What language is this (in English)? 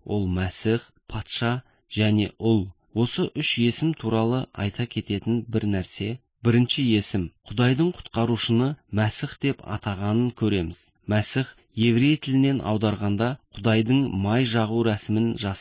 Kazakh